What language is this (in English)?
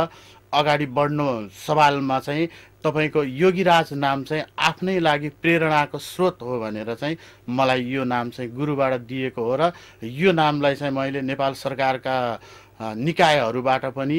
Nepali